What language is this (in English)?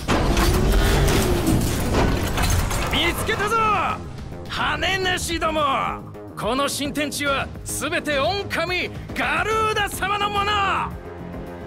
Japanese